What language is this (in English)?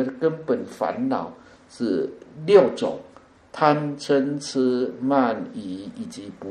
Chinese